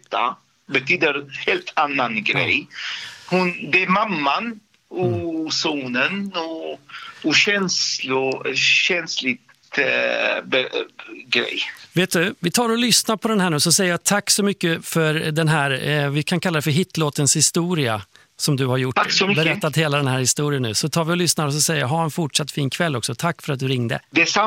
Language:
Swedish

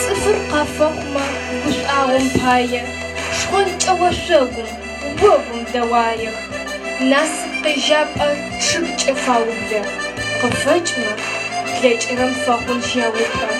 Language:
Adyghe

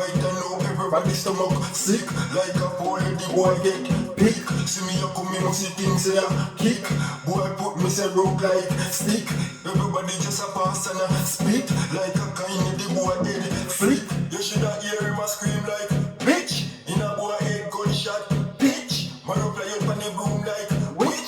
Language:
Jamaican Creole English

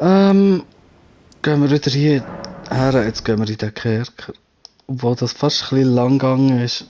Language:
Swiss German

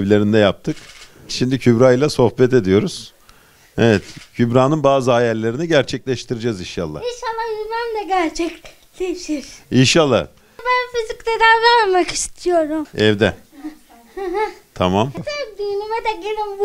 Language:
Turkish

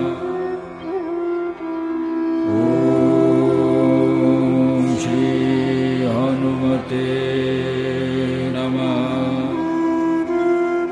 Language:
Kannada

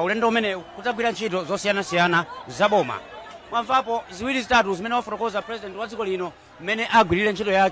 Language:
Nyanja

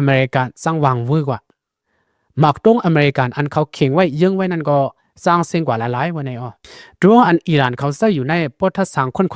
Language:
Shan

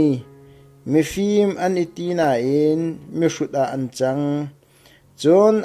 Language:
Hakha Chin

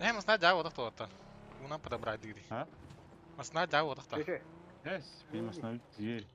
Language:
Yakut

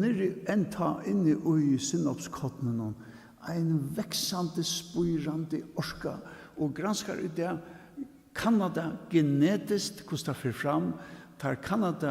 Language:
Faroese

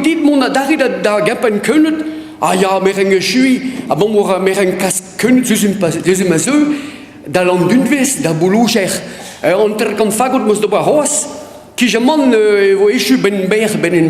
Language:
Breton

